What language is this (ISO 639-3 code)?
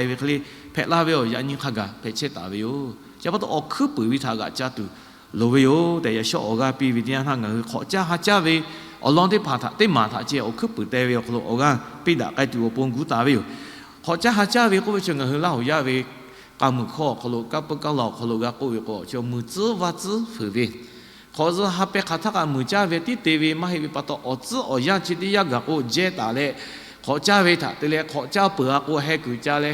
lhu